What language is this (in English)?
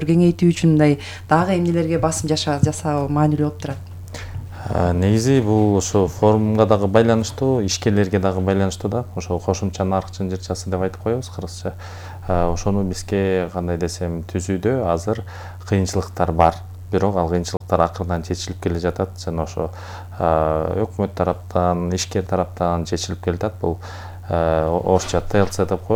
Kyrgyz